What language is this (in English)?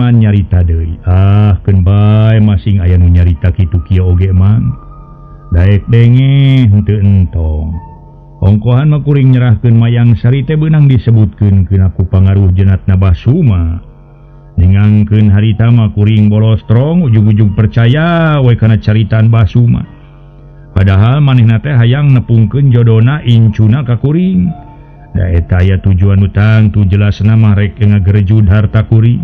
Sundanese